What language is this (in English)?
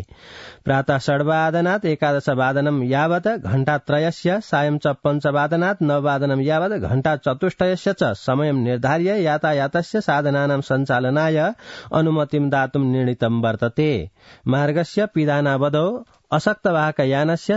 Sanskrit